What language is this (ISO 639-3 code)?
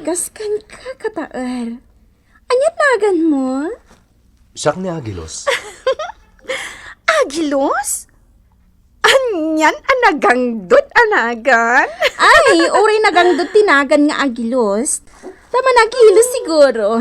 ilo